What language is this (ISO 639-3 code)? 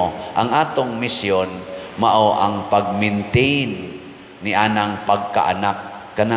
ceb